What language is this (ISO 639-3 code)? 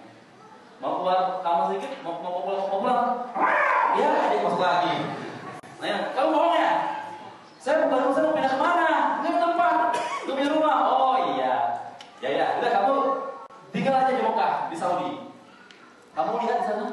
ind